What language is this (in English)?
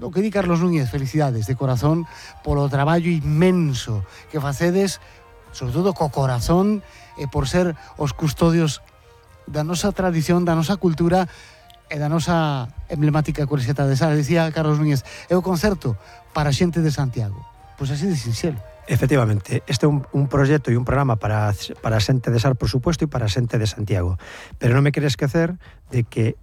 Galician